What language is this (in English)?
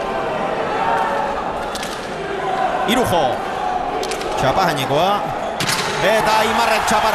Basque